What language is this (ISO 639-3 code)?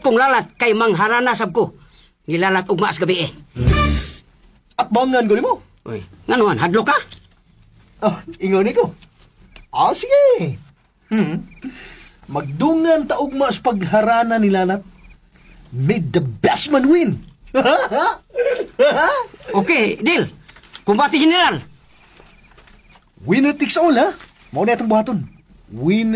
ceb